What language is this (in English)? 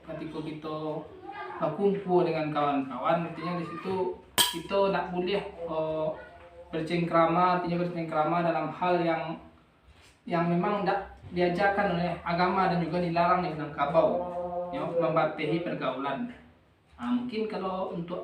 Minangkabau